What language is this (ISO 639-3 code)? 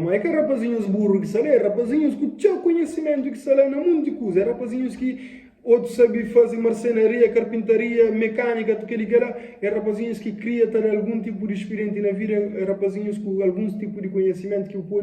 kea